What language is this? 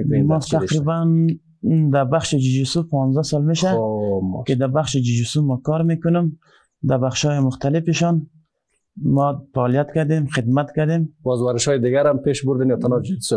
Persian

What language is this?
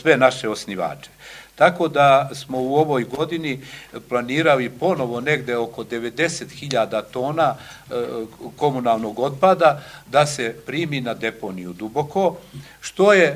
Serbian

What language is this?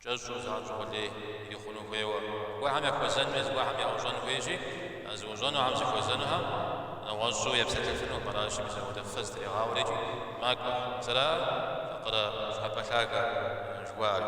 Kabardian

